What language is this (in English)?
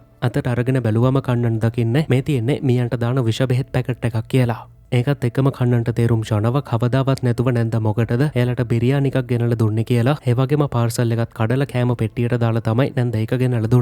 Sinhala